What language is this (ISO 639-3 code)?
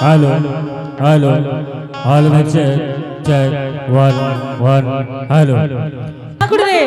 anp